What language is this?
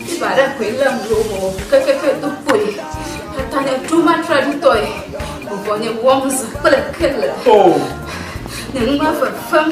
Ewe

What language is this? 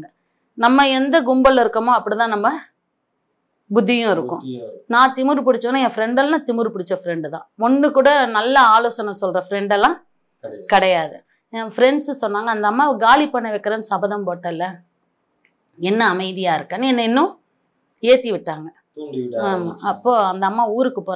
Tamil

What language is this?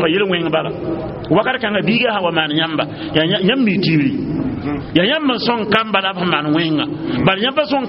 Mossi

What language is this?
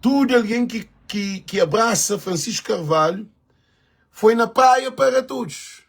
Kabuverdianu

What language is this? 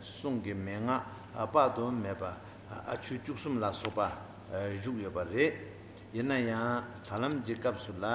Tibetan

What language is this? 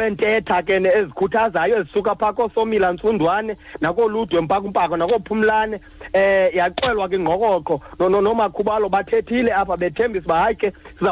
Xhosa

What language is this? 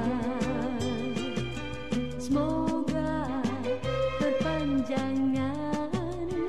Malay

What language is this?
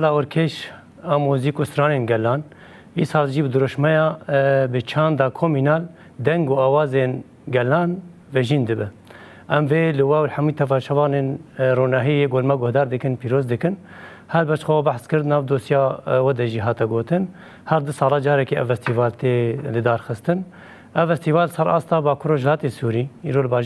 Kurdish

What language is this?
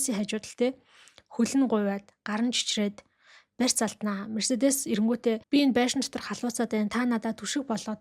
Mongolian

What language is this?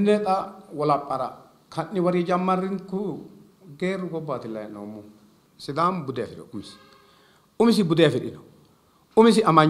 Sidamo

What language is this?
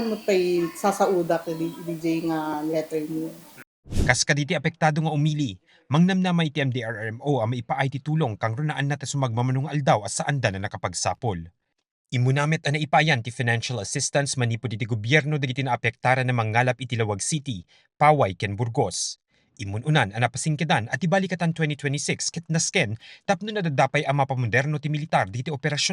Iloko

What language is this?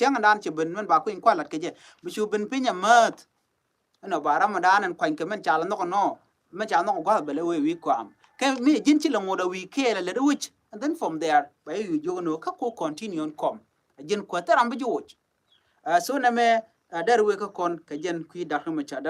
Nuer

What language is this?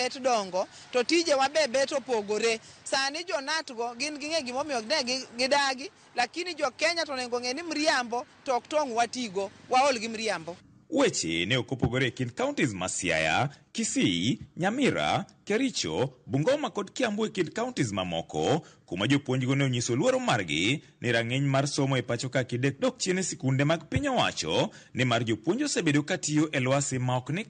Luo (Kenya and Tanzania)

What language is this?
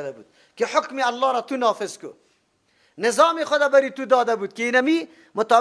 Persian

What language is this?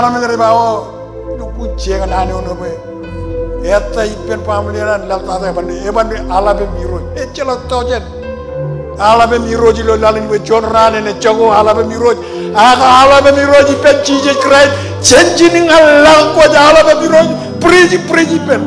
Marshallese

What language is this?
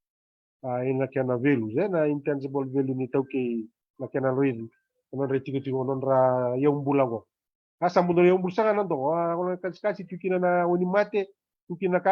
Fijian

